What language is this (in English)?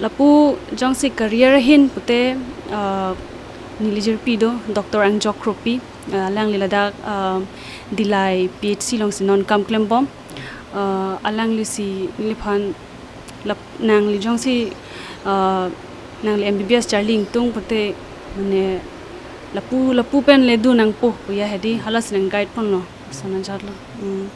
Karbi